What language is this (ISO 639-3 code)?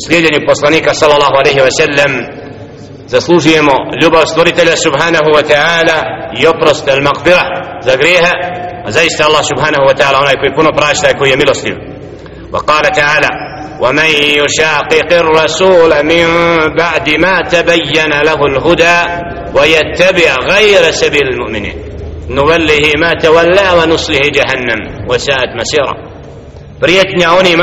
bos